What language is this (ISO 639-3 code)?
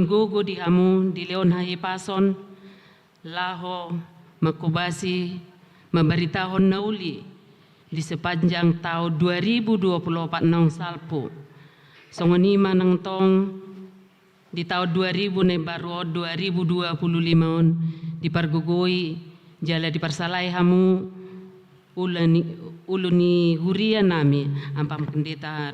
bbc